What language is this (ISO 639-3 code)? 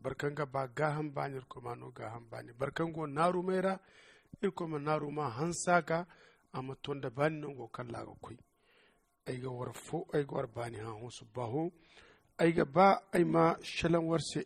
dje